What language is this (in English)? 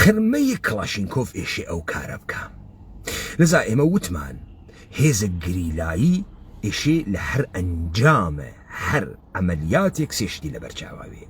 Central Kurdish